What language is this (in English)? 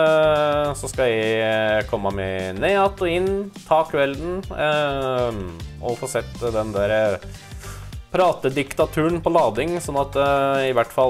Norwegian